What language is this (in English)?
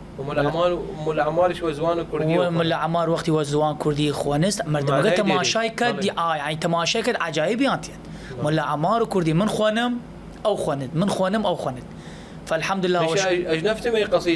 Southern Kurdish